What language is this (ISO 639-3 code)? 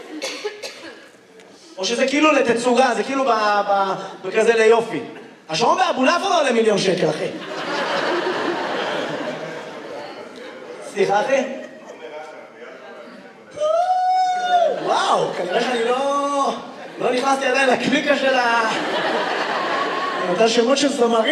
heb